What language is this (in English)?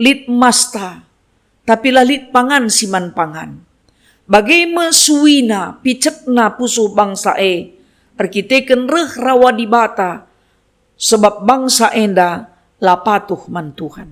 Batak Karo